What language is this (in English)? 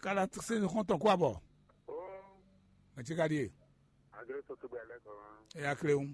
Fon